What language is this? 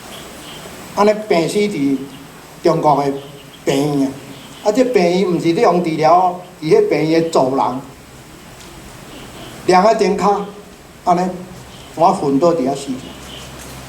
Min Nan Chinese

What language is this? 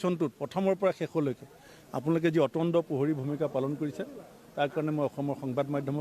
Assamese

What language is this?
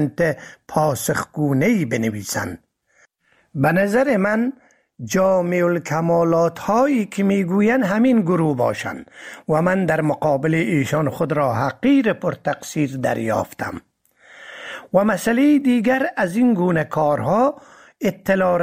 Persian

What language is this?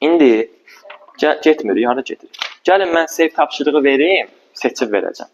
Azerbaijani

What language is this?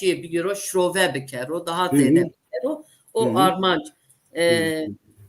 Zaza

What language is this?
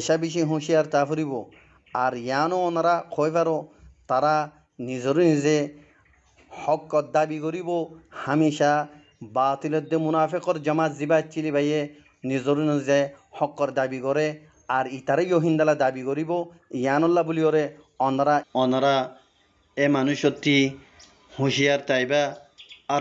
Rohingya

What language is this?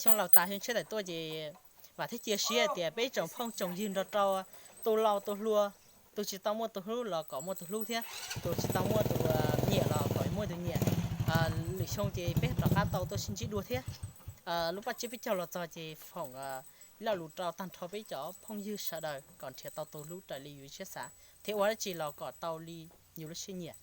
Hmong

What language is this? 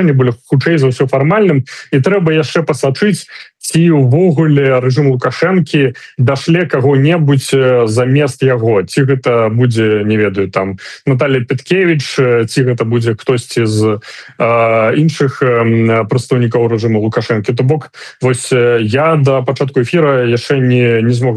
Belarusian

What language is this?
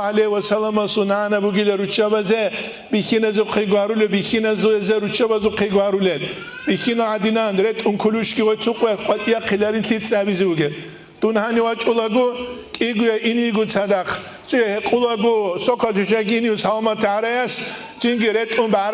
Avaric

